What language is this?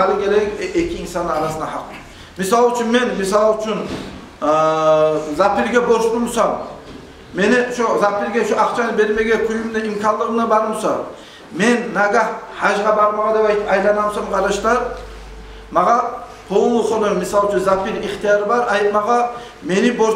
Kumyk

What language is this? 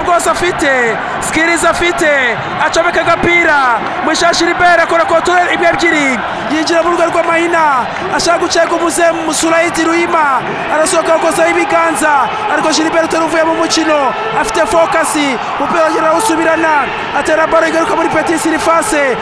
Kinyarwanda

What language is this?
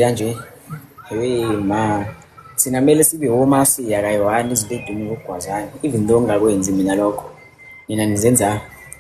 Zulu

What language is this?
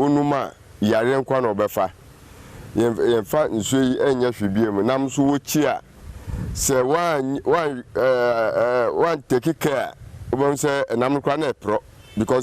Akan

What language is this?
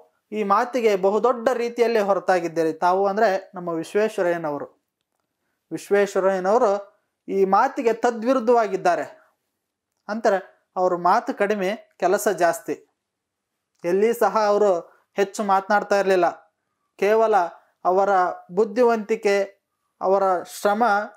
Kannada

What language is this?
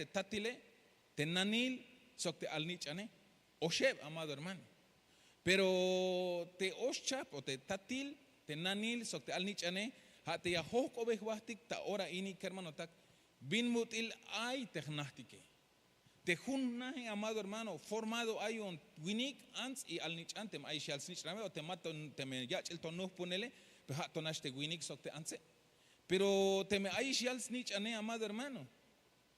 Tzeltal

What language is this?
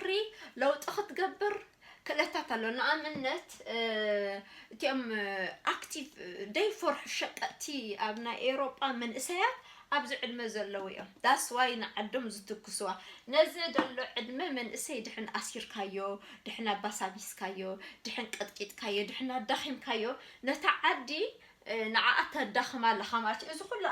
Tigrinya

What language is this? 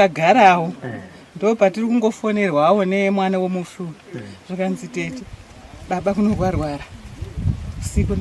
Shona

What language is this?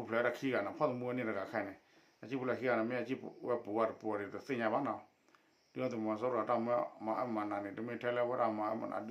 S'gaw Karen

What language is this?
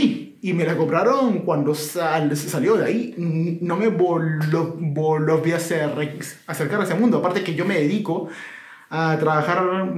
Spanish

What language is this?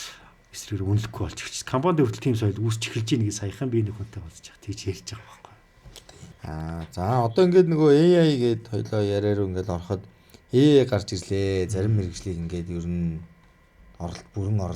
Mongolian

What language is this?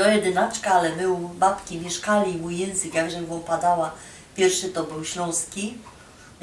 Silesian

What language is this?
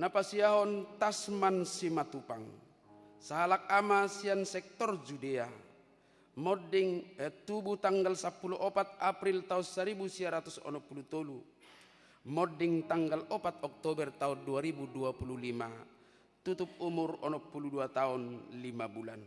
Batak Toba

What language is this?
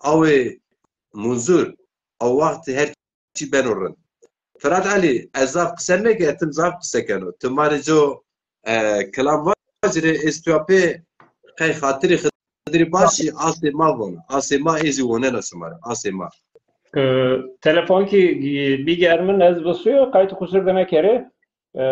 Zaza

